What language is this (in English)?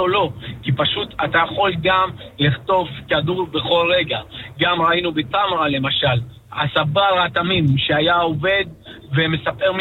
Hebrew